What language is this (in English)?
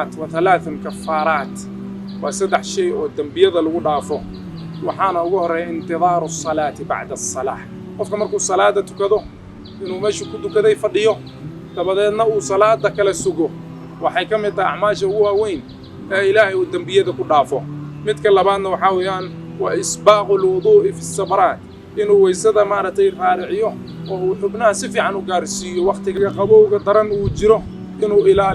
Somali